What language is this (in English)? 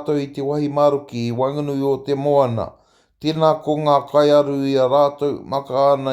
Māori